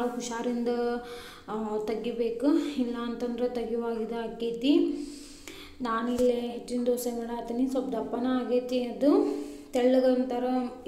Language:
Kannada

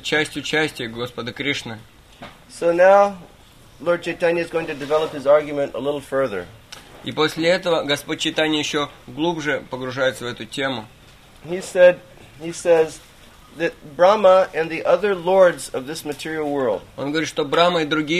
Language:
Russian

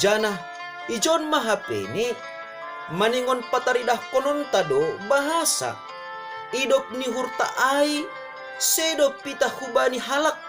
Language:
Batak Simalungun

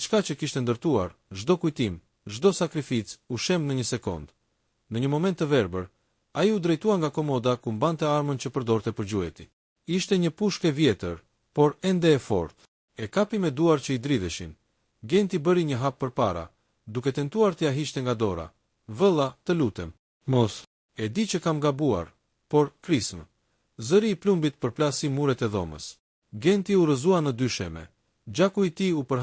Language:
Albanian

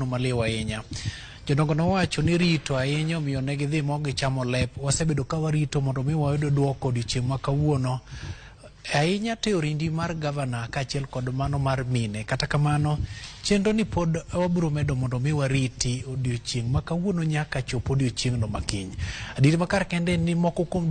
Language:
Luo (Kenya and Tanzania)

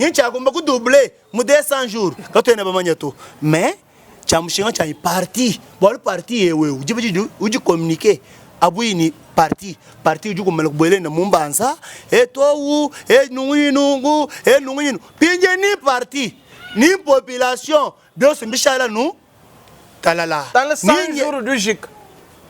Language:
Luba-Lulua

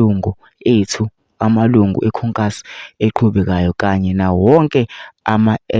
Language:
Zulu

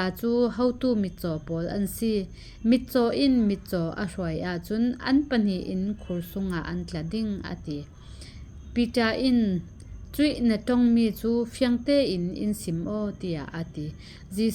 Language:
Falam Chin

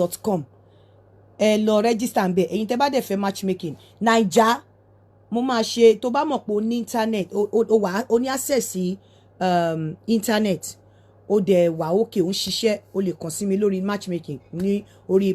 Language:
Yoruba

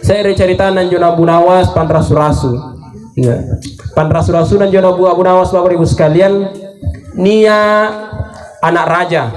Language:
Makasar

